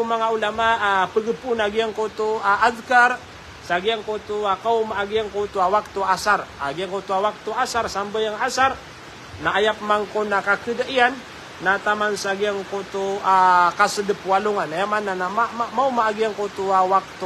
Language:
Maranao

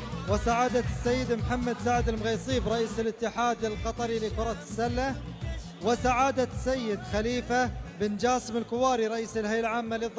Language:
Arabic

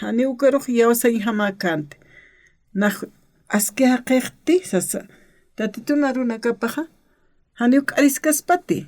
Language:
Aymara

